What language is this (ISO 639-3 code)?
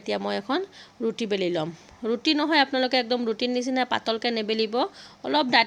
asm